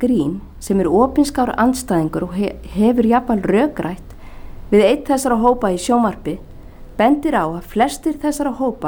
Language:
Icelandic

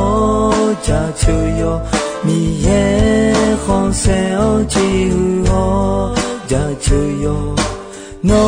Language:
Akha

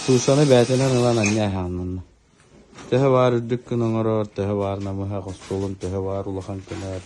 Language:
Yakut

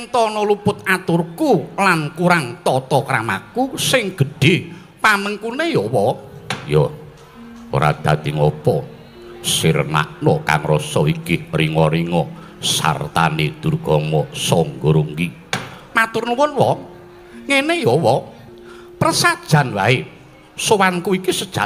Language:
Javanese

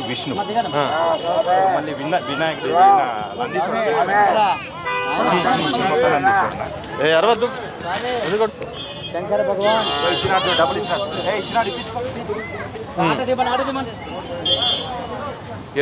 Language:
Telugu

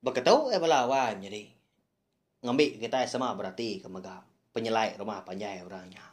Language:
Iban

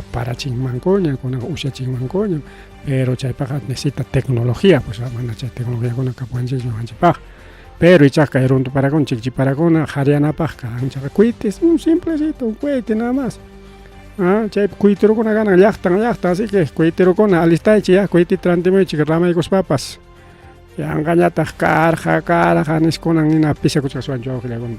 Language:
Ayacucho Quechua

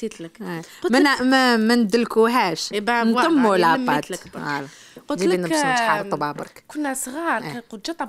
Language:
Algerian Arabic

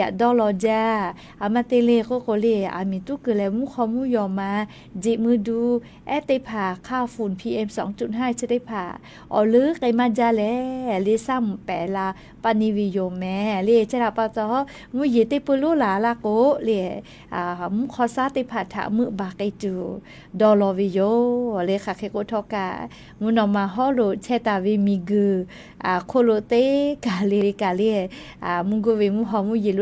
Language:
Lahu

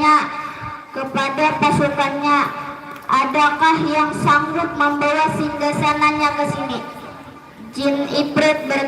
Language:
Banjar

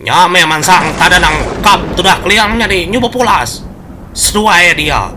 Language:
Iban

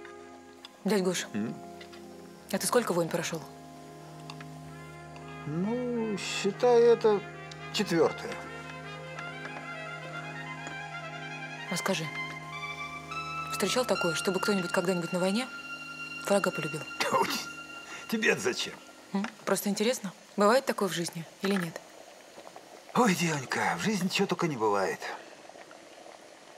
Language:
Russian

